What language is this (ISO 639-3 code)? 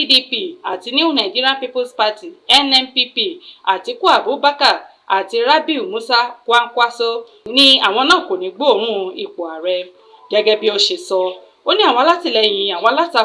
yor